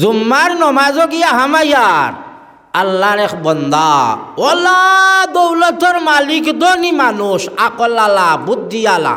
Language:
Sylheti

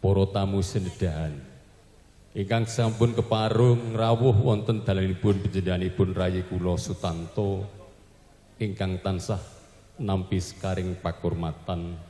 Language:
Javanese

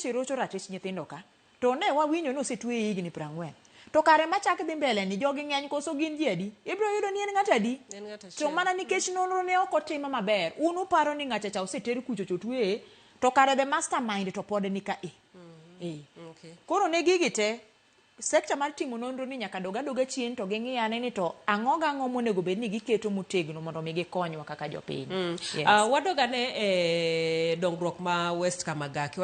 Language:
Luo (Kenya and Tanzania)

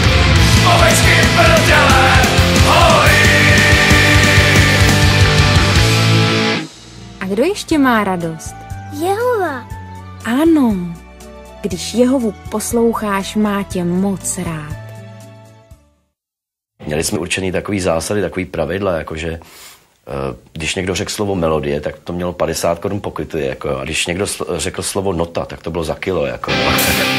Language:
Czech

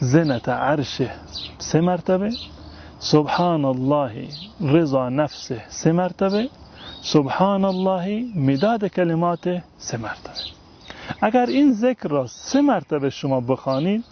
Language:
Tajik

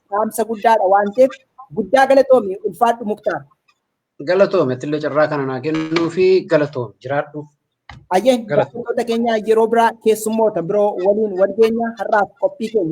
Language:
Oromo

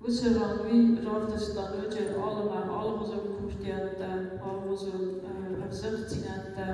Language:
Ossetic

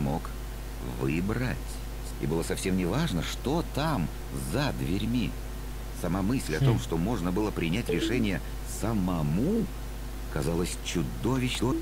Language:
Russian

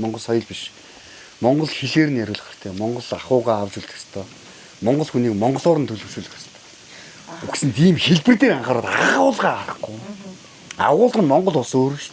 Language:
Mongolian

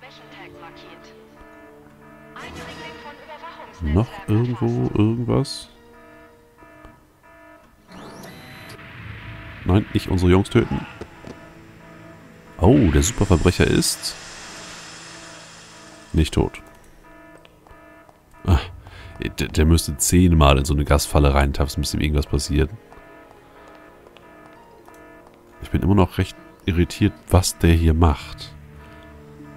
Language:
German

